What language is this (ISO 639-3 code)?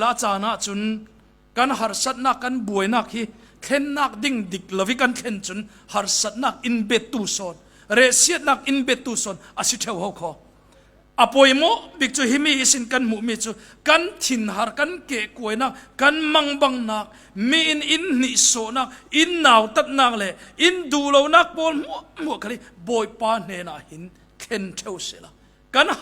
cfm